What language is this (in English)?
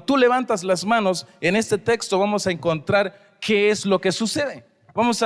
Tzeltal